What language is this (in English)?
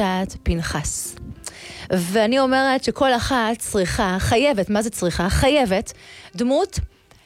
Hebrew